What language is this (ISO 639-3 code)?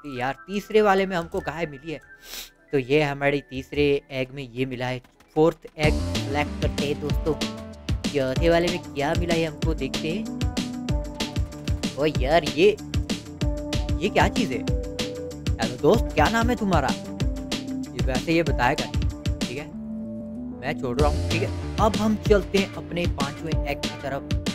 hin